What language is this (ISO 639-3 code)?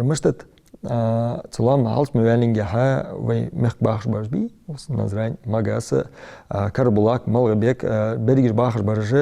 inh